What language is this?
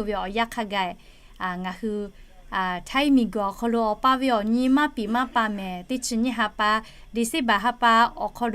Lahu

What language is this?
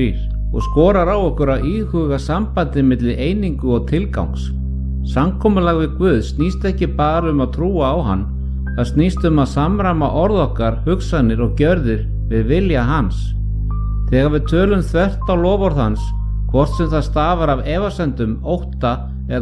Icelandic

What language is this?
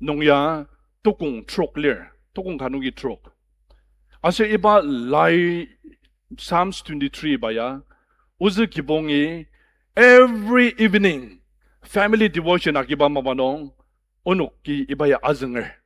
Ao Naga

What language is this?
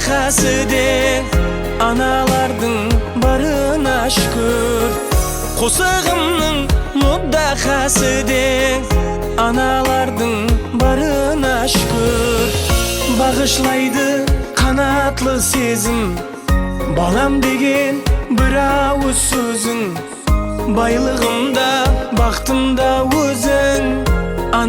Kara-Kalpak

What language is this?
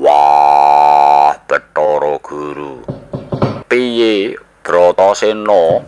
Javanese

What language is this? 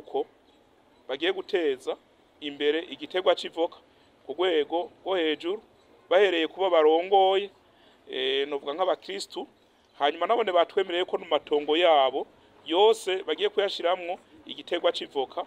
Rundi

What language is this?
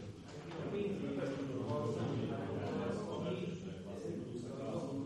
Slovak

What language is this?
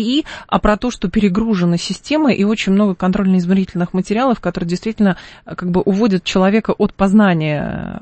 Russian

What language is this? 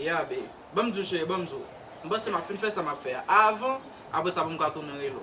Haitian Creole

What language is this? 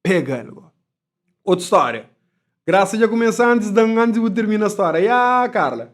Kabuverdianu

